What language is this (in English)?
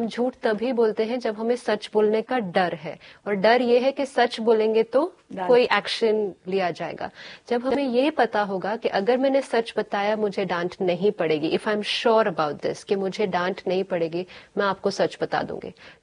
Hindi